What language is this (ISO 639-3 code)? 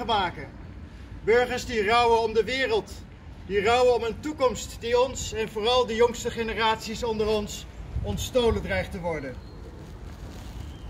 nld